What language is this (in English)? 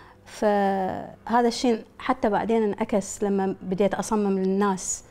Mesopotamian Arabic